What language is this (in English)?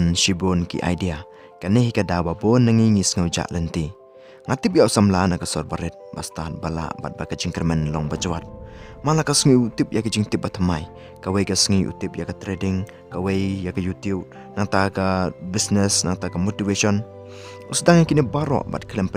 Khasi